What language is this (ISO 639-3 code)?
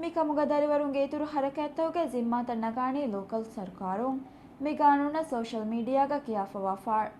div